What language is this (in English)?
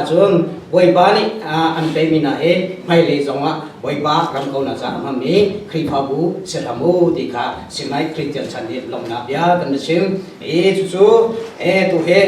Hakha Chin